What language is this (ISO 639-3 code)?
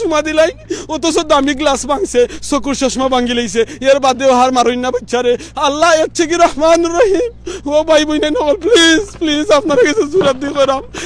syl